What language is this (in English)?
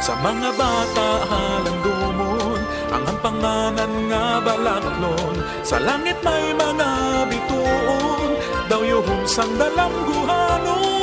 Hiligaynon